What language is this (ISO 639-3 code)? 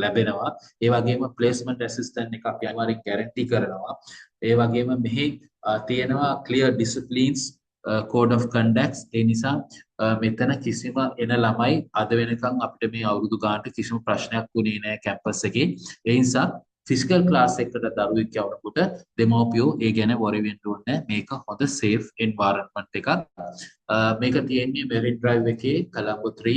sin